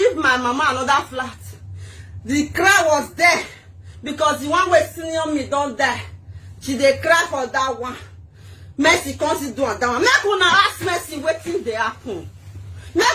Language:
Nigerian Pidgin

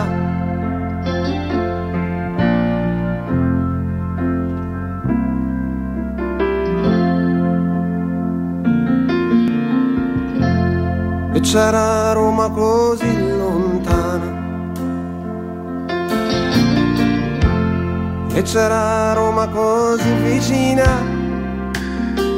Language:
Italian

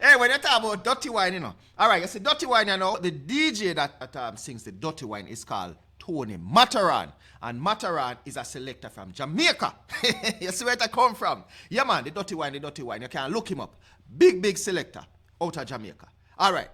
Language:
Jamaican Creole English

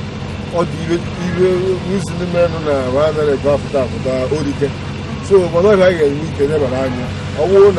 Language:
Igbo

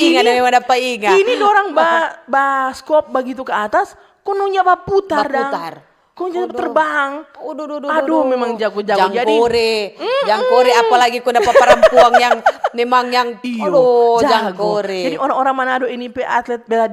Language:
Manado Malay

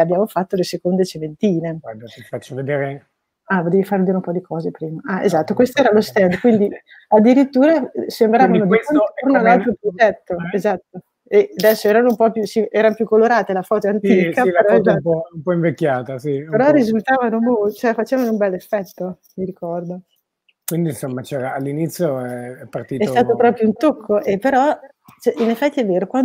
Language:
Italian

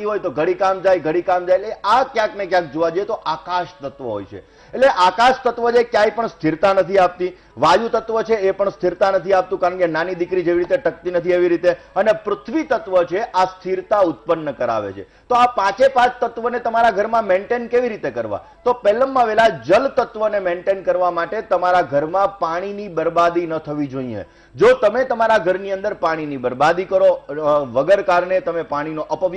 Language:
Gujarati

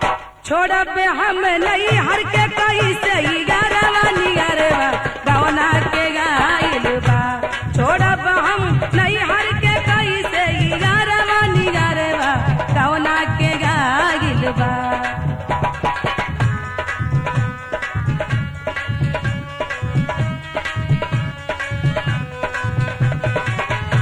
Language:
Bhojpuri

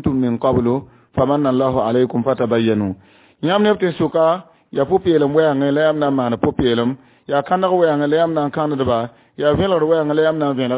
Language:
Mossi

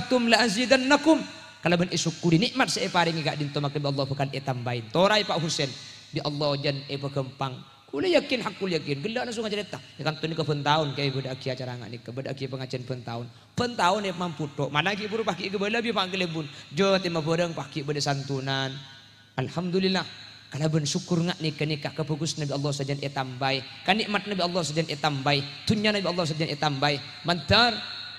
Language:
Madurese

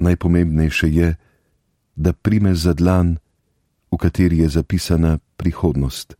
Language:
Slovenian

